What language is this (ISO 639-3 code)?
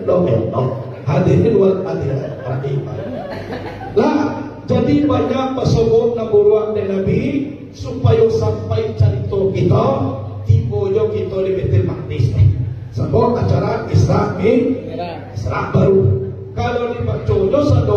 min